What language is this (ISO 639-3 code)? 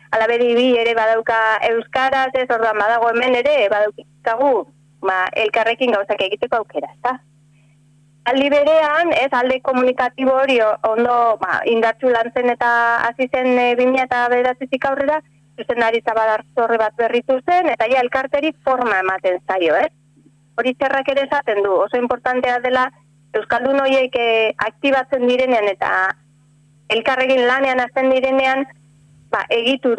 eus